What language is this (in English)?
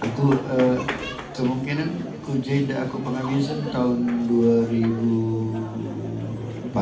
Batak Karo